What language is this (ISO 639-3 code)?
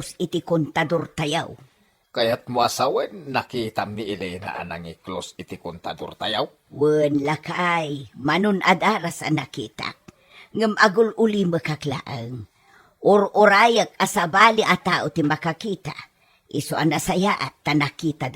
ilo